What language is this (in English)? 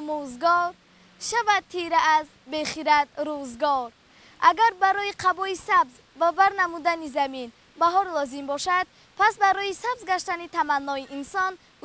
Tajik